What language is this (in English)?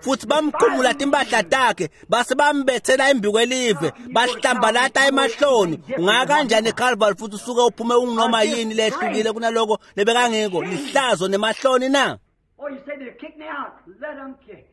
Swati